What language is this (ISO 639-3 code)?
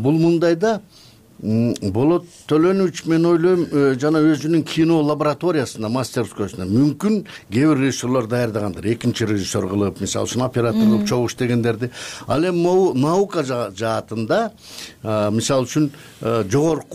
kir